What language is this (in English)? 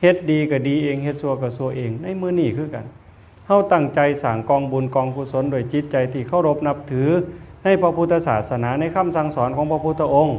Northeastern Thai